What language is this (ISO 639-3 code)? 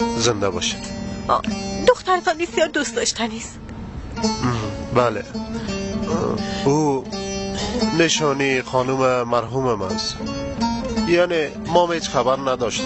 fas